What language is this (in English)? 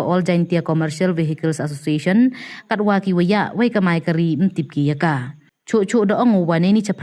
Pnar